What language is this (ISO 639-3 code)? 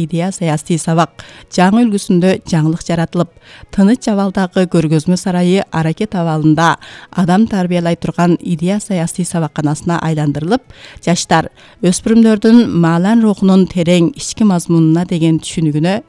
kir